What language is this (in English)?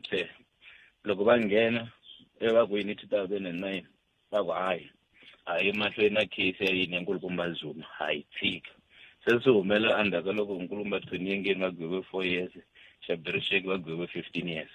Tsonga